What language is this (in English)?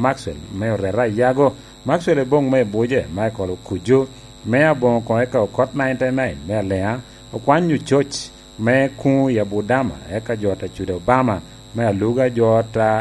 Lango (Uganda)